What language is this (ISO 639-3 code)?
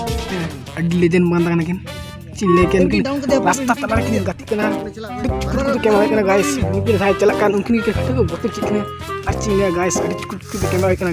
sat